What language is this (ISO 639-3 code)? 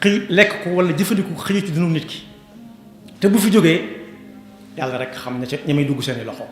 wol